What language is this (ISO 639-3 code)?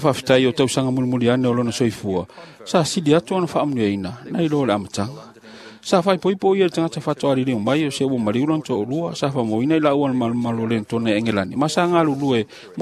smo